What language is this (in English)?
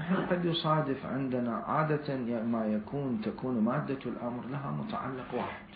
Mesopotamian Arabic